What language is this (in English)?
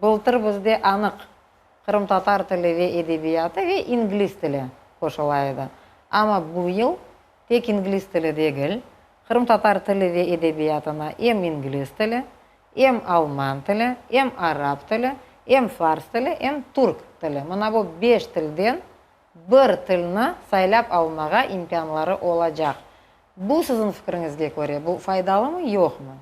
Crimean Tatar